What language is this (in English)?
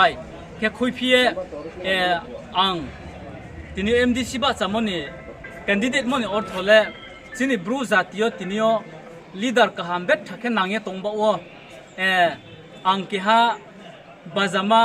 Riang (India)